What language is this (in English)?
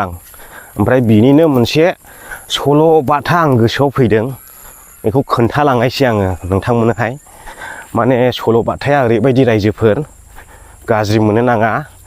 Bodo